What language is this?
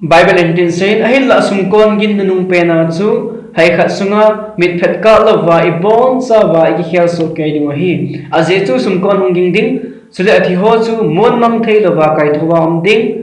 Thado Chin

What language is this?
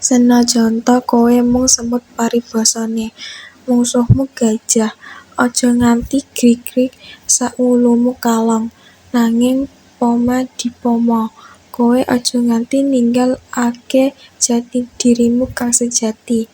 Javanese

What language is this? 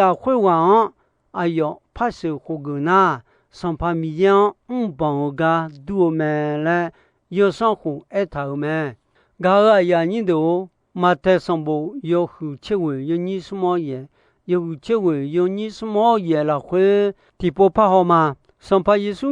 Akha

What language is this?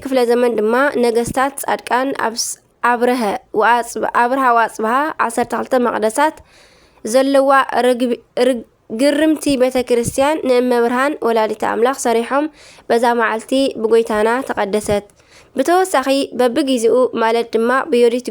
Tigrinya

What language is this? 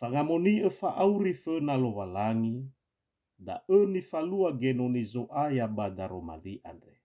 Nias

